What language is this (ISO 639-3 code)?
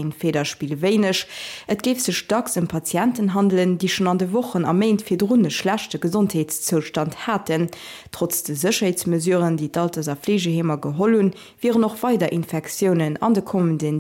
ltz